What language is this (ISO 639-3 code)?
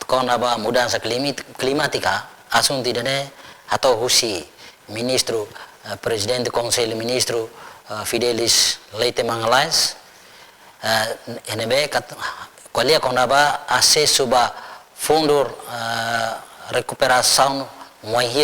tet